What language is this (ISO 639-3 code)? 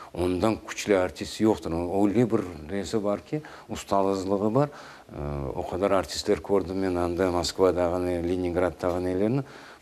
crh